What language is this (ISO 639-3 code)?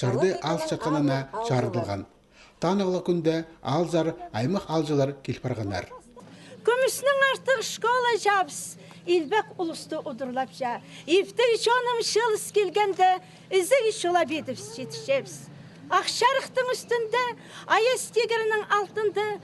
kjh